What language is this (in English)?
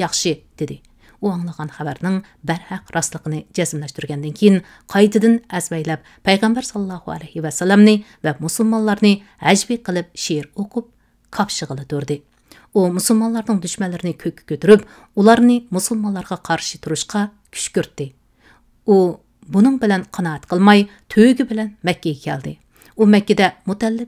Uyghur